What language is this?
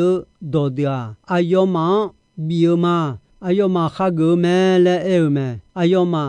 Akha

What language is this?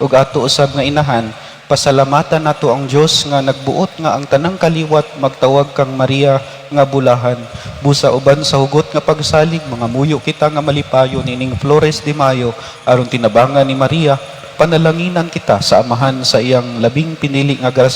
Cebuano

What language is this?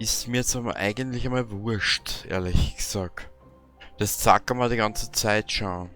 Bavarian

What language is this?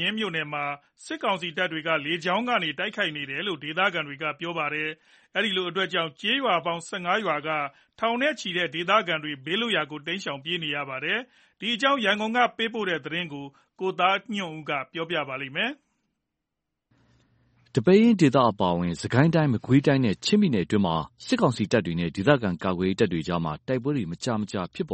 Burmese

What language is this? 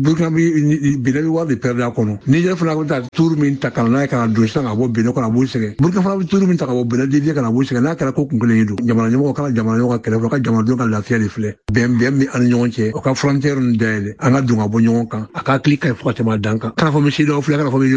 Bambara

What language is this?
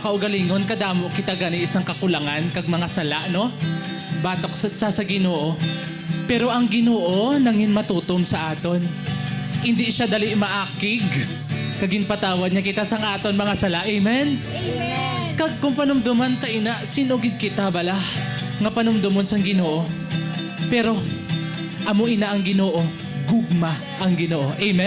Hiligaynon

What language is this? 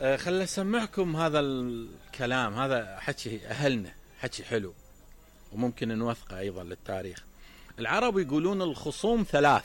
Mesopotamian Arabic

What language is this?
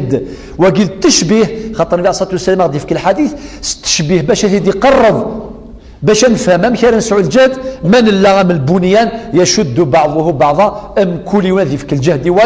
Kabyle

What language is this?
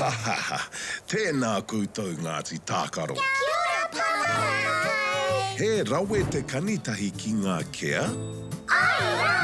Māori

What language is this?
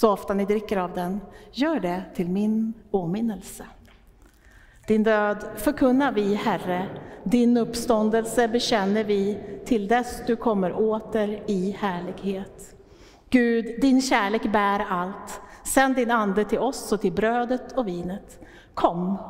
Swedish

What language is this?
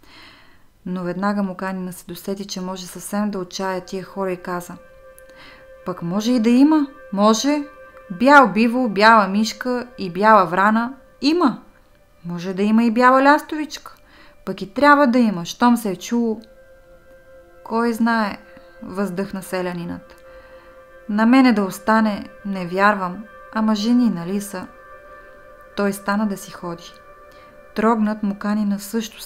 Bulgarian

